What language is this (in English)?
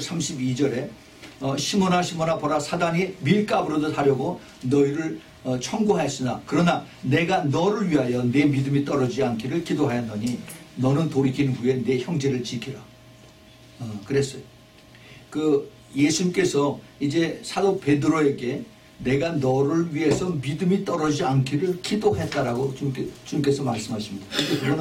Korean